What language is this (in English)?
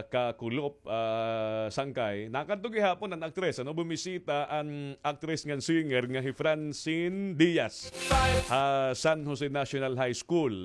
Waray